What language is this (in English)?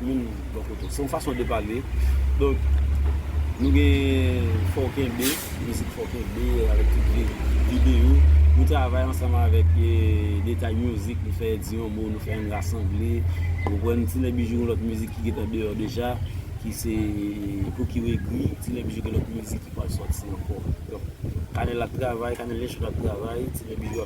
Haitian Creole